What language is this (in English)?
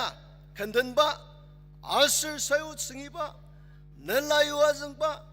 Ao Naga